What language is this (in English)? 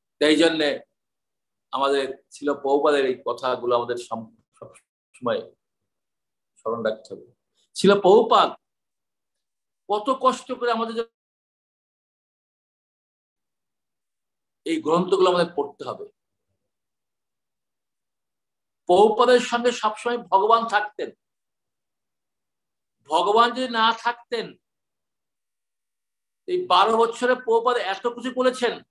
Bangla